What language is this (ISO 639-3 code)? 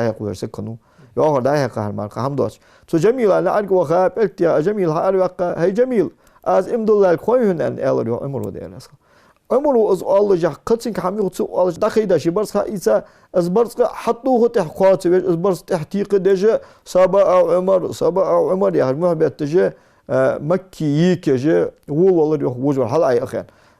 inh